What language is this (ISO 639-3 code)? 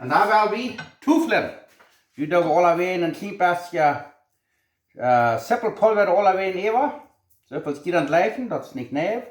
pdt